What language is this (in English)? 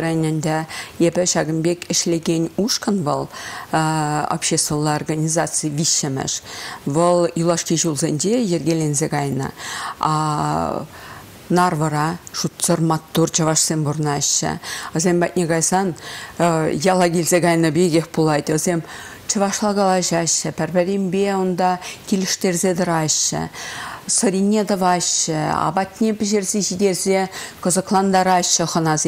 Chuvash